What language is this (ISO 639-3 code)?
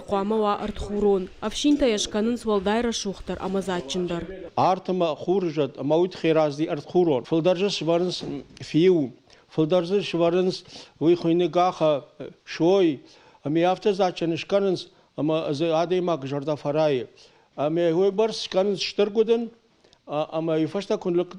oss